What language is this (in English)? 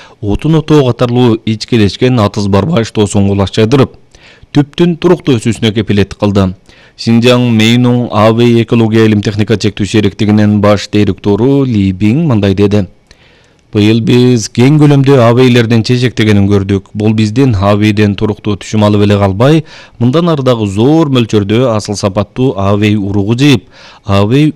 Kyrgyz